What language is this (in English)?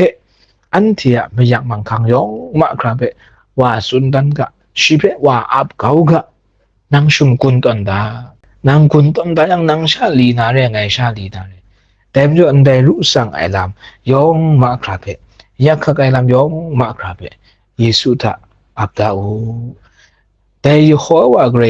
Kachin